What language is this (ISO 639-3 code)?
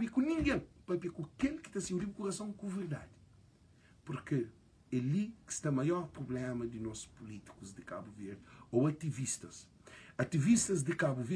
kea